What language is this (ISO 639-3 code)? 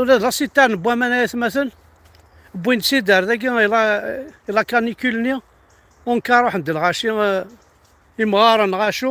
kab